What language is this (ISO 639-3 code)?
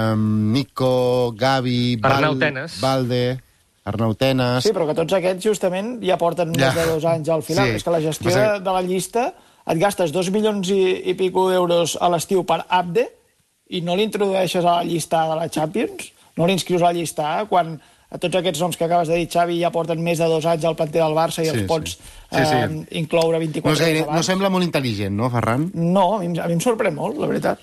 cat